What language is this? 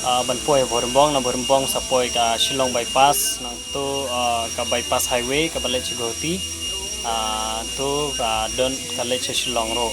Khasi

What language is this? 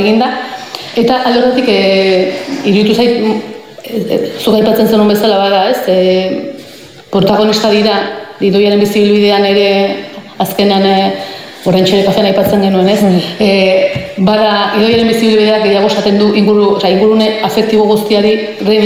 Basque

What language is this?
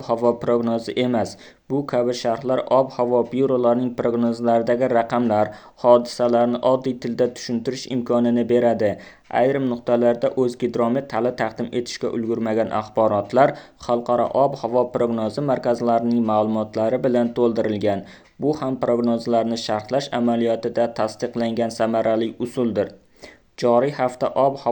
Uzbek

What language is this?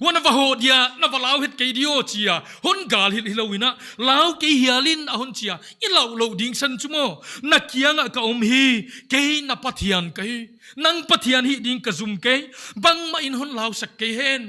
Paite Chin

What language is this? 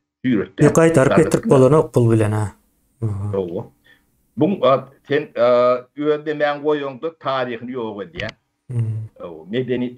Turkmen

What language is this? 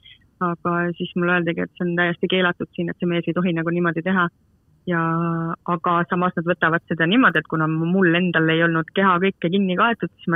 Estonian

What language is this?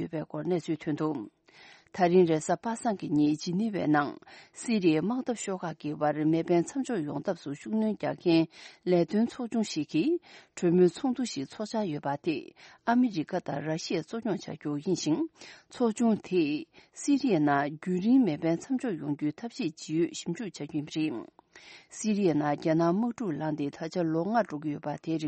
Tibetan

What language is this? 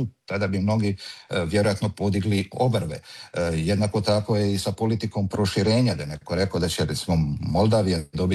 Croatian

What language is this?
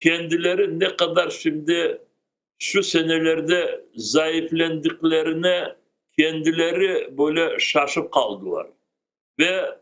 Crimean Tatar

